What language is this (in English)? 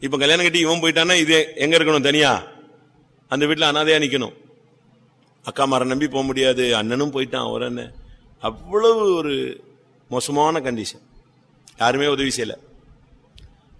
Tamil